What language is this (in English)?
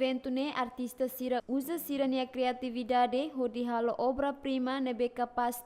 Tetum